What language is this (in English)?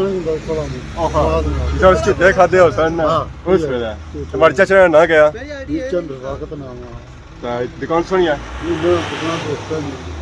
Pahari-Potwari